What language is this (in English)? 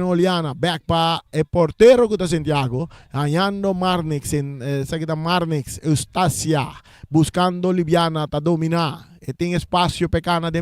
Papiamento